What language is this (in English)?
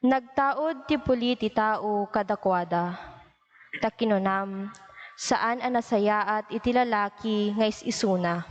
Iloko